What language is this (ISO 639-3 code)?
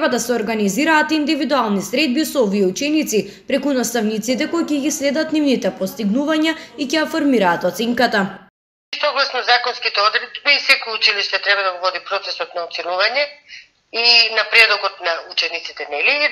mkd